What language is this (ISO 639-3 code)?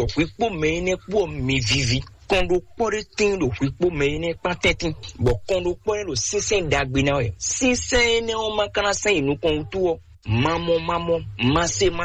fon